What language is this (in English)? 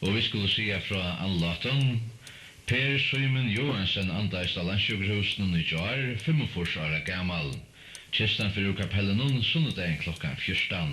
Faroese